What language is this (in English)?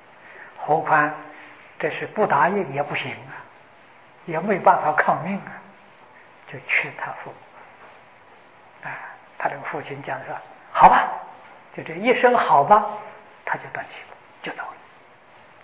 Chinese